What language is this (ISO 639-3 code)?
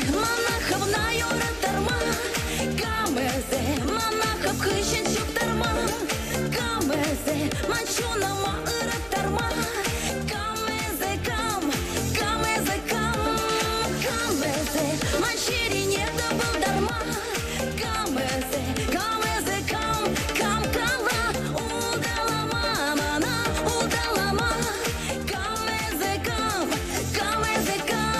chv